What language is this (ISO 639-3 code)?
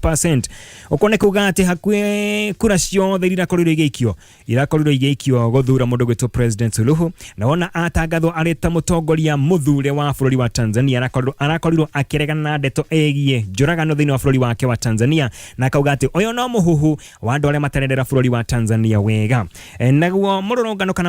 kik